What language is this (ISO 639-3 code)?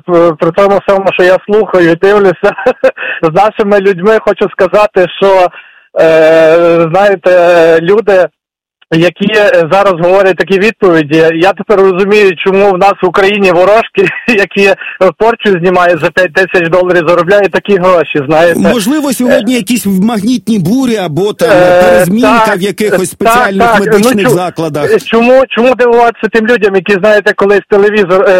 ukr